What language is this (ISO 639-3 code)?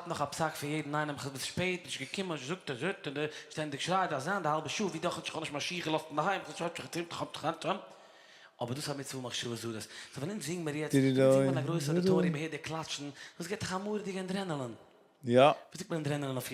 yid